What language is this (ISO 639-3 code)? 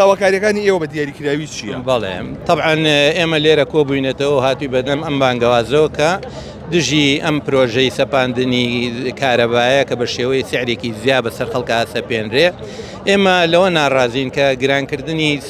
ckb